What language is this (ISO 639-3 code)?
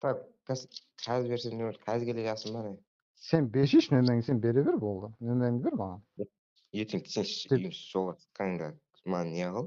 kaa